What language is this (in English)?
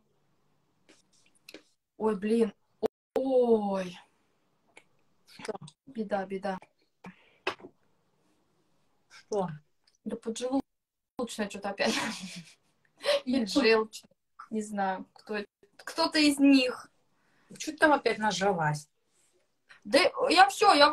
Russian